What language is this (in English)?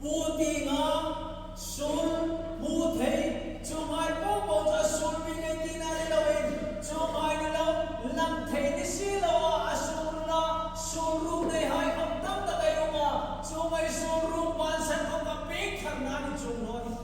Hmar